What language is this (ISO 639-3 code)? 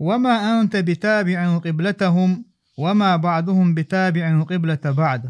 che